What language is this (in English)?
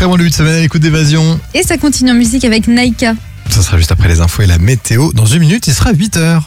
French